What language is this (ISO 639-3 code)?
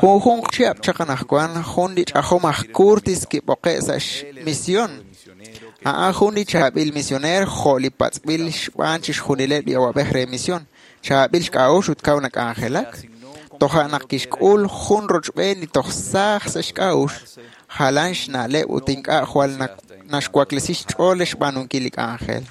kek